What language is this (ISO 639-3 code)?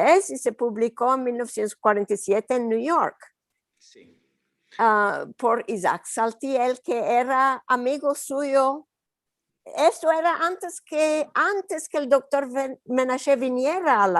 lad